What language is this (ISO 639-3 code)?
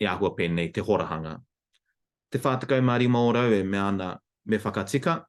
mri